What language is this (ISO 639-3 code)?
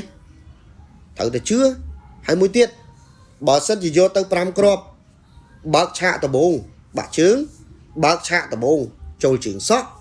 khm